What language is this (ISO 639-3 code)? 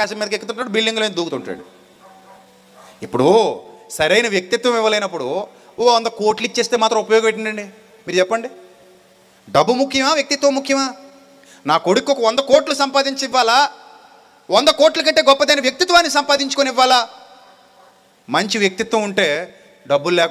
tel